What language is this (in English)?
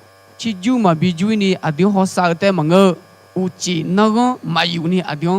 Akha